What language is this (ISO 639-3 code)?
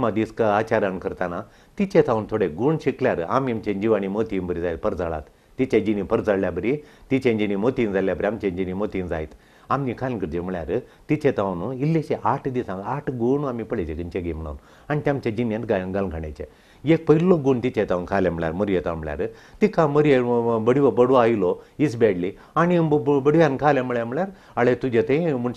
kok